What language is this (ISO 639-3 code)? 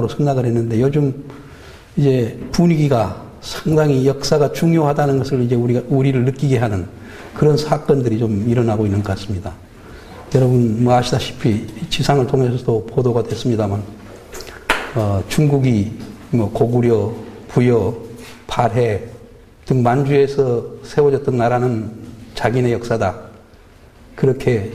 kor